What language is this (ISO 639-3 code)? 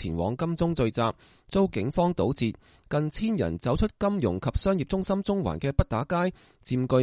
yue